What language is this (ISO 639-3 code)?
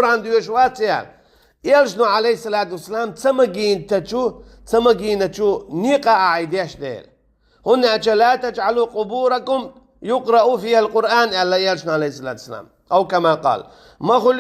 che